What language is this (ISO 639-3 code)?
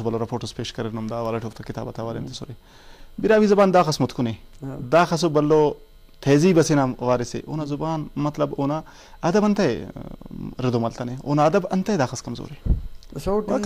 brh